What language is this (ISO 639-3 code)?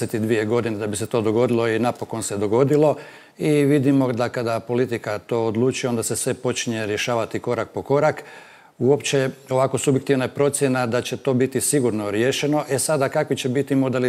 hrv